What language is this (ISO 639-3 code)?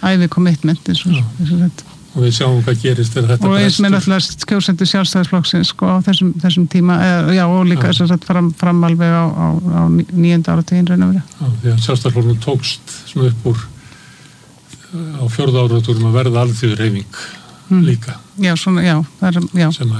isl